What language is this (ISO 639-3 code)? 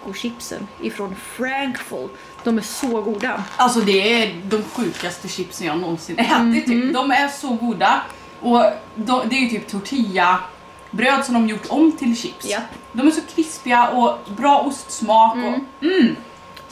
swe